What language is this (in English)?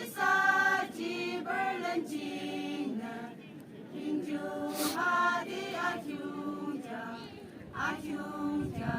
Yimchungru Naga